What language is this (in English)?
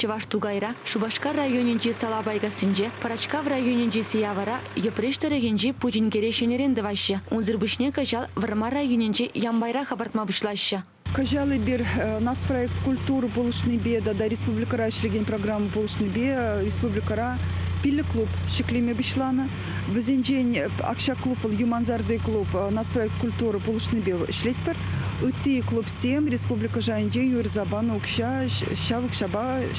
Chuvash